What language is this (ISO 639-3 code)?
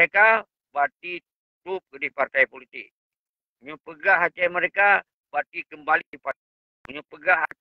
ace